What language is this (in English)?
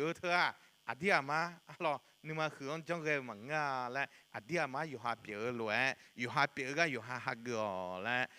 Akha